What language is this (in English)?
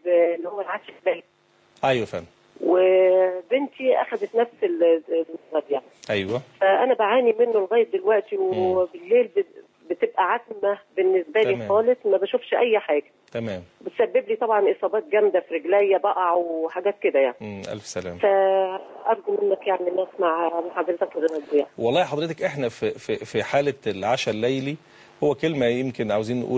Egyptian Arabic